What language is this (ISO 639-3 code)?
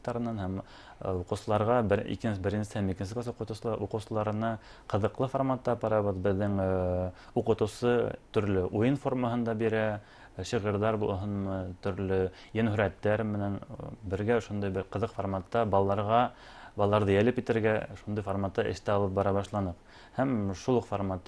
bak